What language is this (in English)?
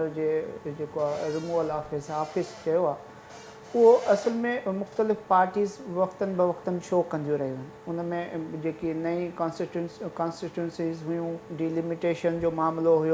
Sindhi